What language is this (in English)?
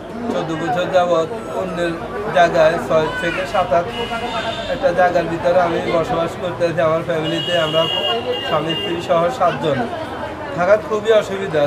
Bangla